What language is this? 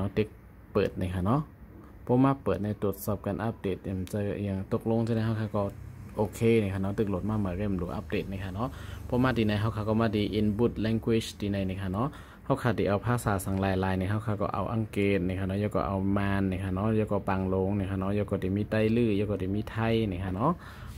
Shan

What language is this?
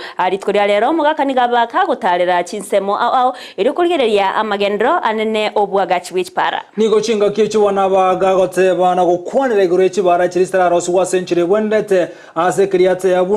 Gusii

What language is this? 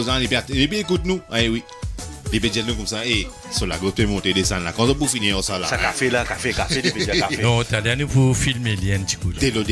Morisyen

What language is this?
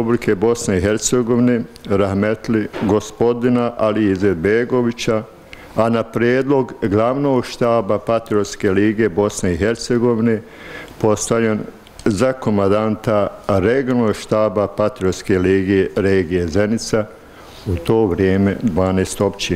Bosnian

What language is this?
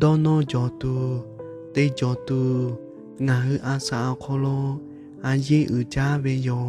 Lahu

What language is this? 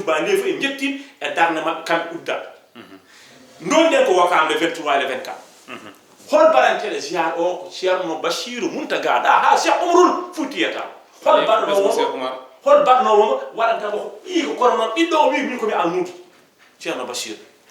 Fula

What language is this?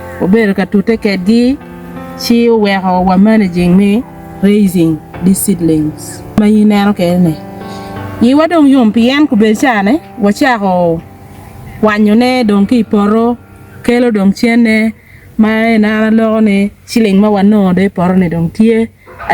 Acoli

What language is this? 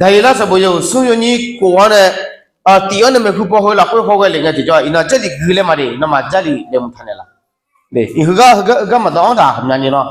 Akha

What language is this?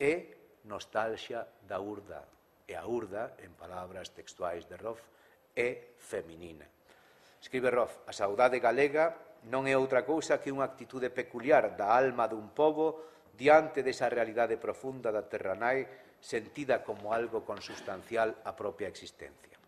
Galician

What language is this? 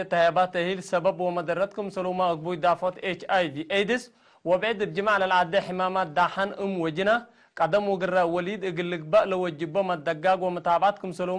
Tigre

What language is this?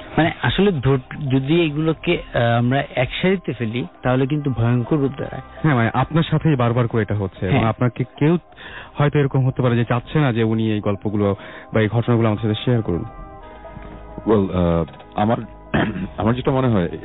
Bangla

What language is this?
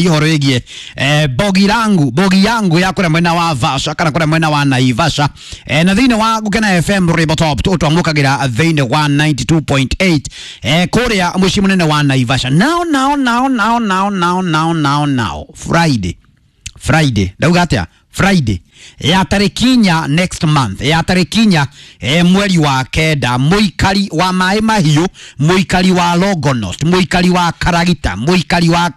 Kikuyu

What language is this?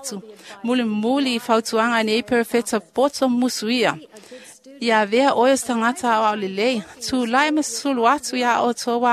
Samoan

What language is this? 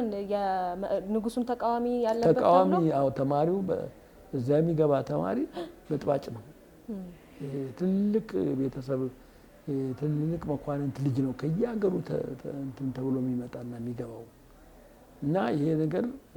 Amharic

